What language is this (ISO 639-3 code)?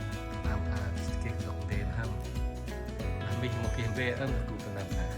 cmo